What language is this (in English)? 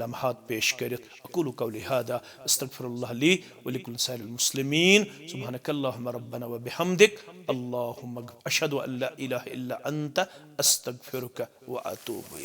Kashmiri